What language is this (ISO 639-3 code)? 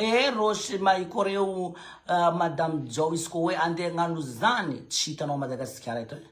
mlg